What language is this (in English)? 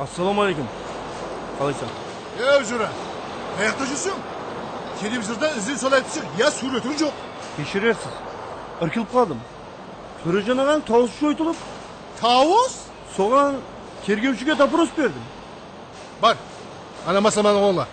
Kara-Kalpak